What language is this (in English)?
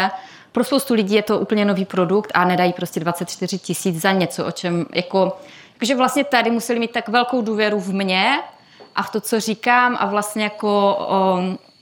Czech